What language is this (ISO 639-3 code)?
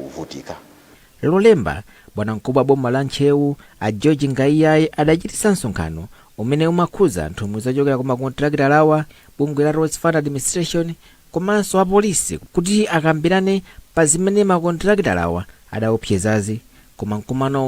nya